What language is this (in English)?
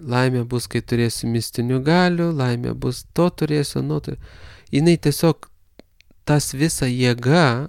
Lithuanian